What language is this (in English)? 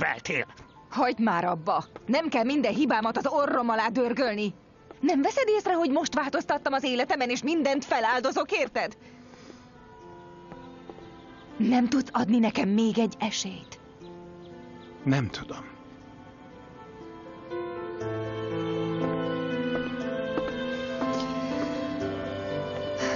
Hungarian